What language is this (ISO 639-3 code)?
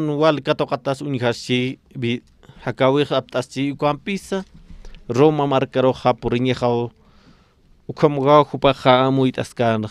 aym